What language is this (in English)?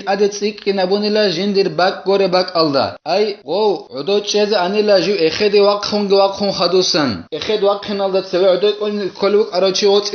Avaric